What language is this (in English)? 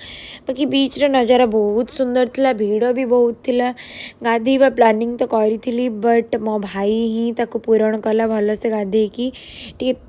Odia